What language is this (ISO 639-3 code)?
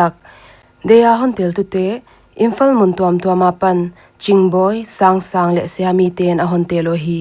pck